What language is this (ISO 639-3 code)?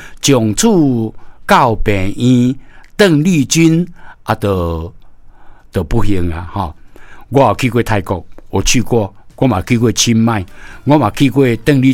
nan